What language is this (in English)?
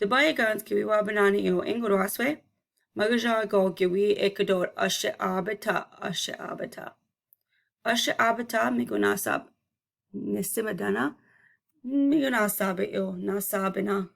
Chippewa